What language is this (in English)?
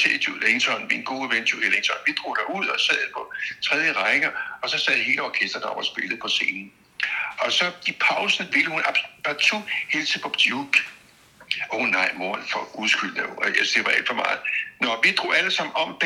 Danish